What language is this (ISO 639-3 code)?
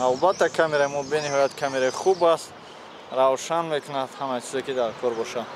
tgk